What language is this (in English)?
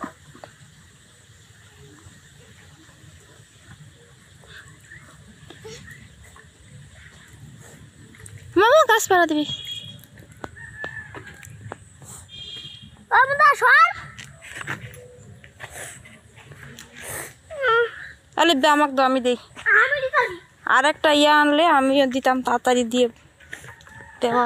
Bangla